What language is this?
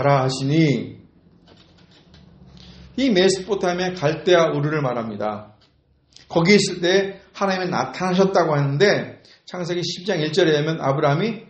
Korean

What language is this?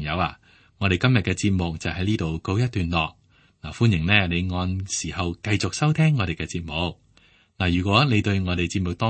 Cantonese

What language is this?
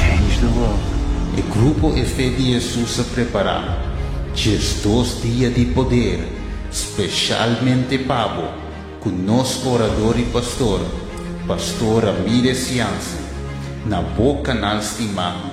Papiamento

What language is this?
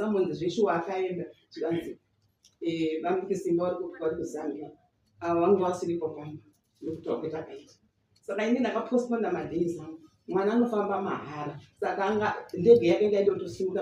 Shona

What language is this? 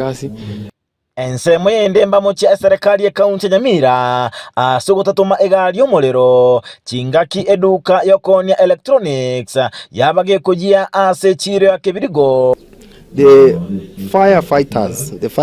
Gusii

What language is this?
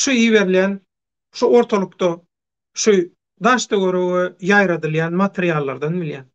Turkmen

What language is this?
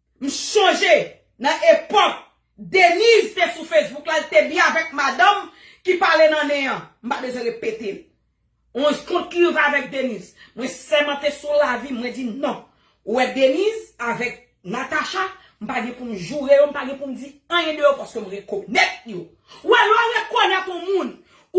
Haitian Creole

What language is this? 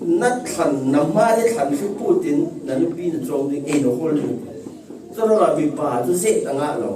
Falam Chin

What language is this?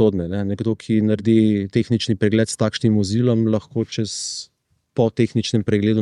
Slovenian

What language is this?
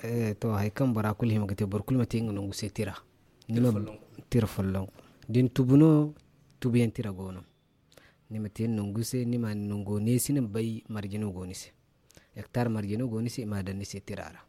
Zarma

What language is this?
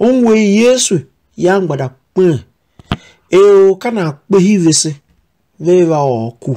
Tiv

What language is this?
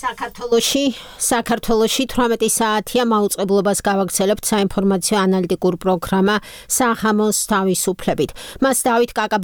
Georgian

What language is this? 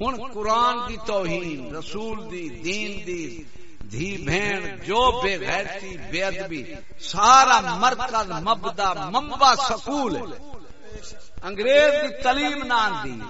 Saraiki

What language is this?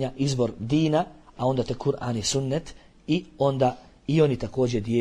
Bosnian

